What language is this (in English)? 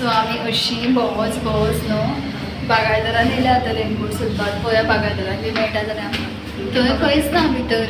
Konkani